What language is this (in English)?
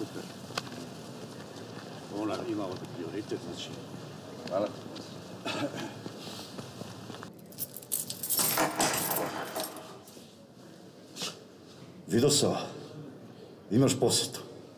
Serbian